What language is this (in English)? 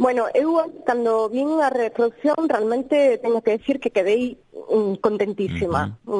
Galician